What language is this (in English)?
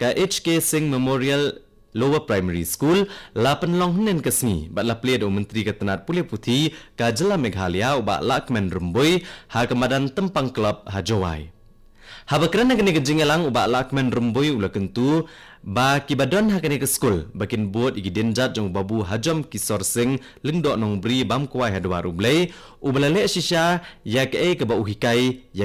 Khasi